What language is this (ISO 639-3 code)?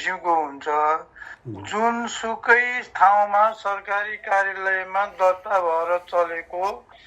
nep